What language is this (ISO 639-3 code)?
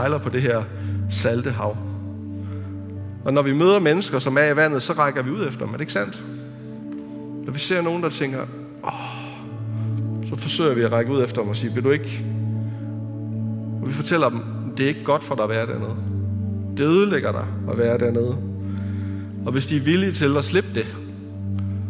dan